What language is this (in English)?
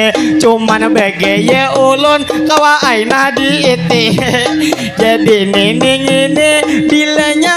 Banjar